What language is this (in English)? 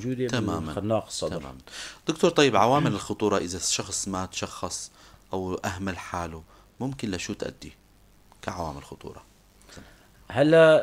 North Levantine Arabic